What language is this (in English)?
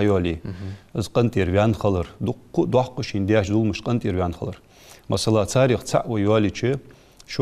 Ingush